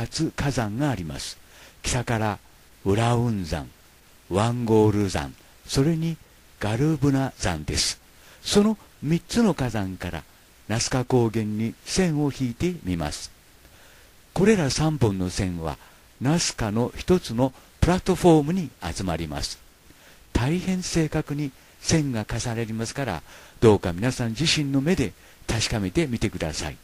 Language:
Japanese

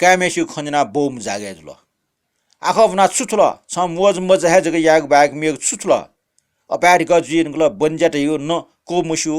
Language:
Newari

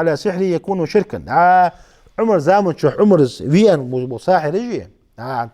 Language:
Ingush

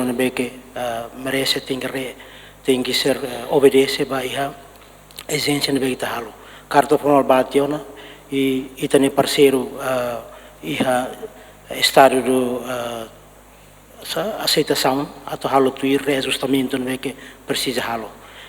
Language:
Tetum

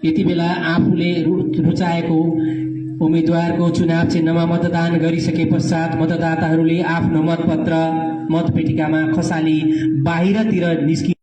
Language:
Nepali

